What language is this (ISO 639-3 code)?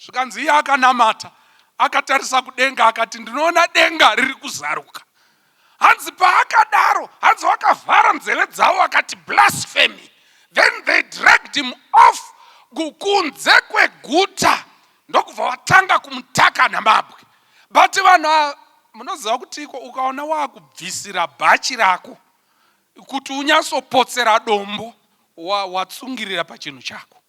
sna